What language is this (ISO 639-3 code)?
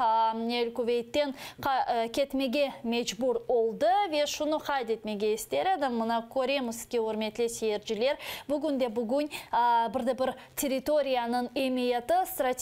crh